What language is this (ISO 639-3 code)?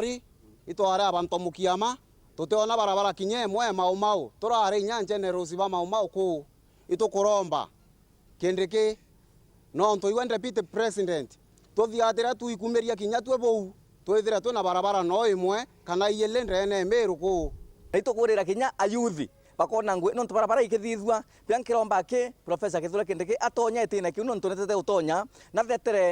mer